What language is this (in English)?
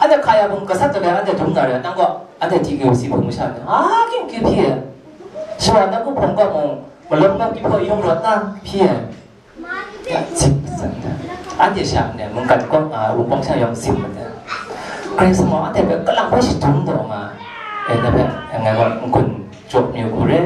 Kachin